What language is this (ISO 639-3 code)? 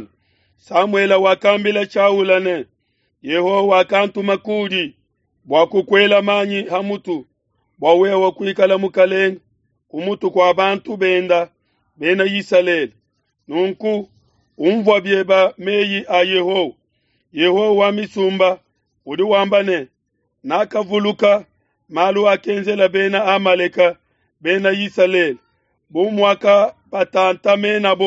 lua